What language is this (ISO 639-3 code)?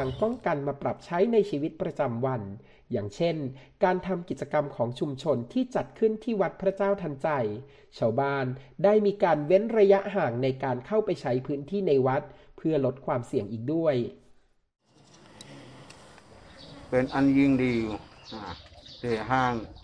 tha